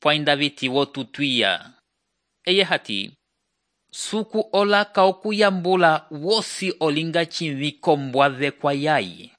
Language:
Umbundu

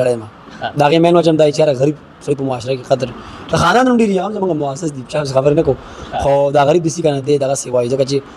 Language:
Pashto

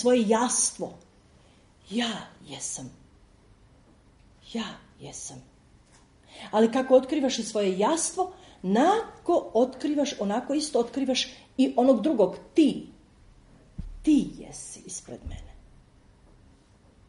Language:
Croatian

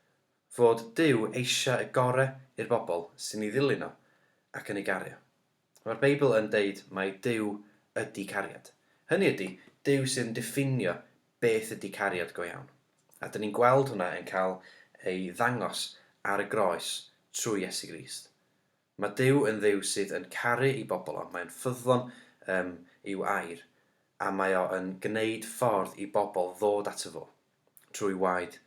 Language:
Welsh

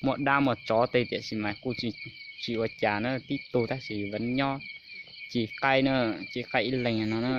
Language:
Hmong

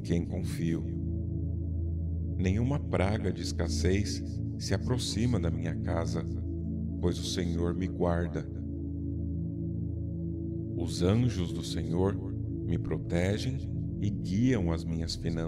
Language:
Portuguese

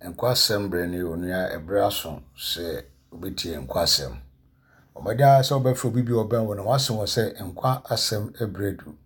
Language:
Akan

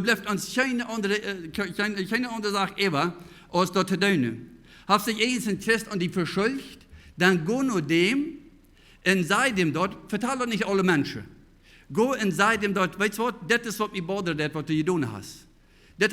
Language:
Plautdietsch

